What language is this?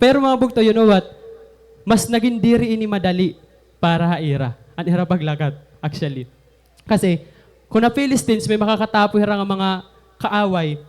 Waray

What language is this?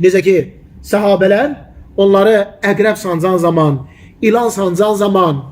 Azerbaijani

